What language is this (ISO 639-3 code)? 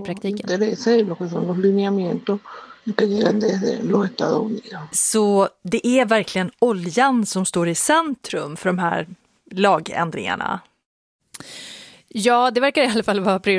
swe